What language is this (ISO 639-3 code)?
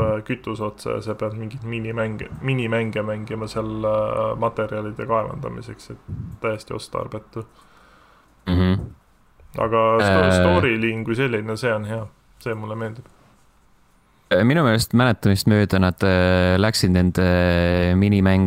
est